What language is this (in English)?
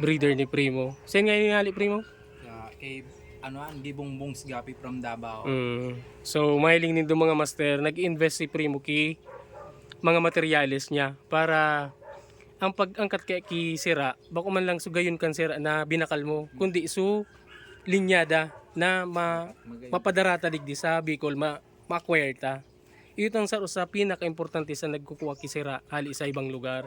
Bikol